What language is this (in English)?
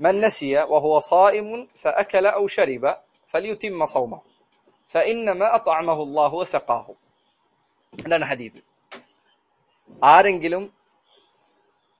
Malayalam